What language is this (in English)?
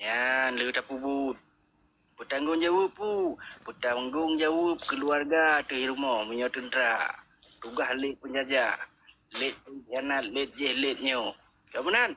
Achinese